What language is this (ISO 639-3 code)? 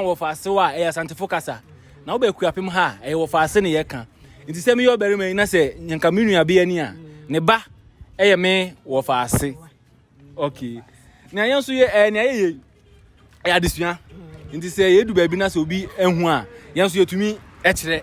aka